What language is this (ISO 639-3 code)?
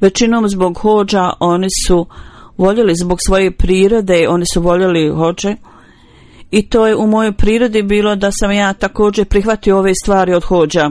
bos